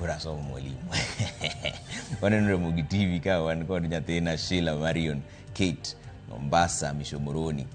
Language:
Luo (Kenya and Tanzania)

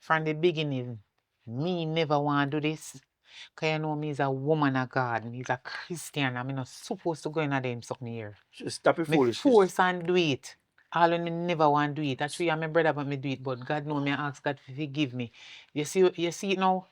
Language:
Jamaican Creole English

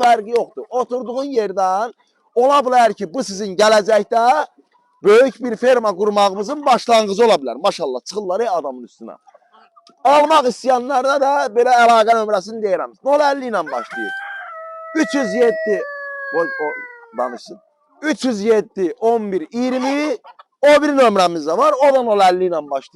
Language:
Azerbaijani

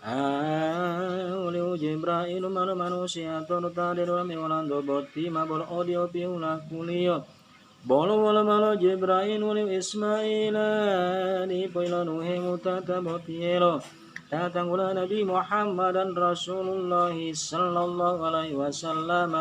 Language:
Gorontalo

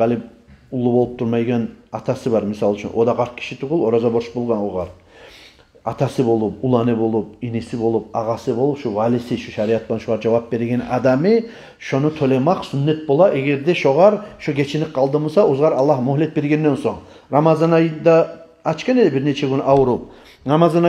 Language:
Kumyk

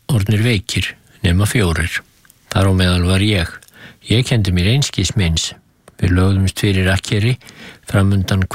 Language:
Icelandic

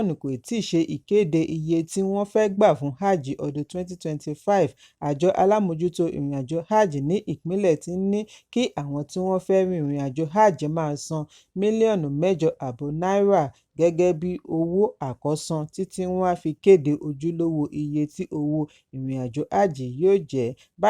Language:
Yoruba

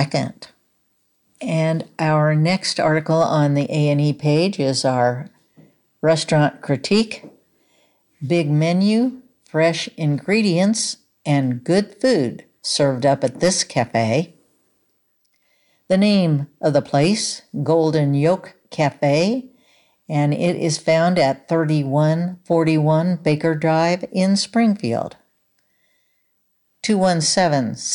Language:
English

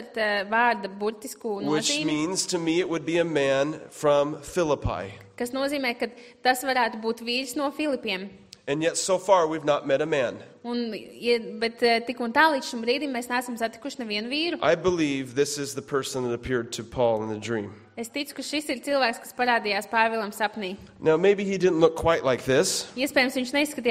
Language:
Latvian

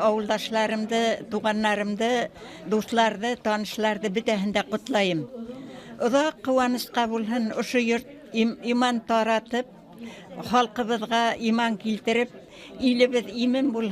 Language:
Bashkir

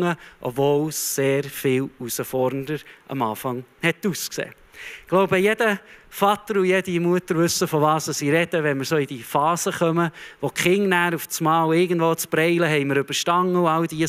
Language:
Swiss German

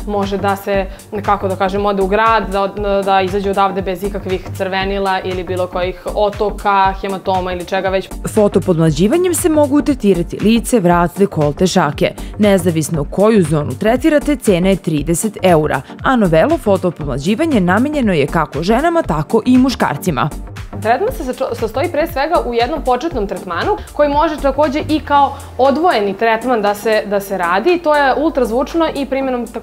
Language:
Serbian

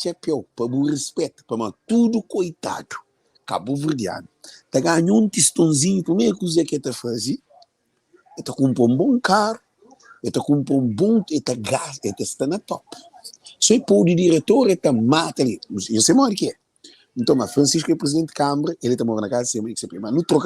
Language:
Kabuverdianu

